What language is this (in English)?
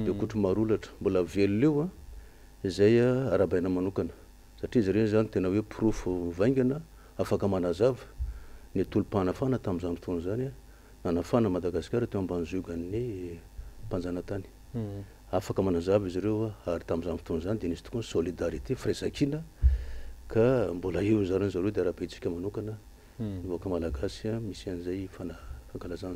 Malagasy